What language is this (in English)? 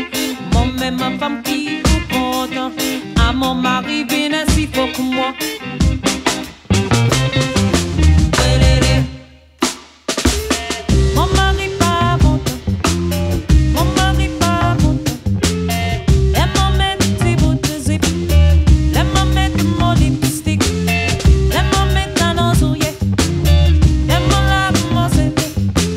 French